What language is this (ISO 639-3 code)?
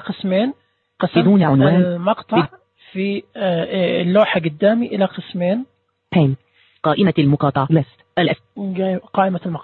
ars